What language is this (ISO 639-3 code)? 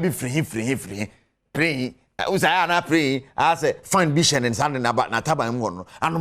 aka